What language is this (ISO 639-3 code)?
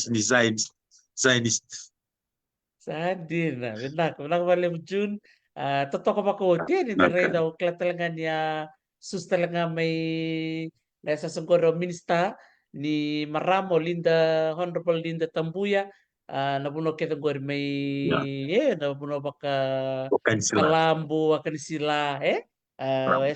fij